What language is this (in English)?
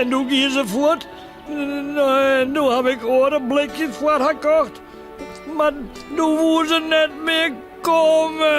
Western Frisian